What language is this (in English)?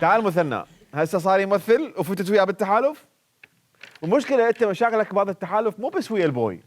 Mesopotamian Arabic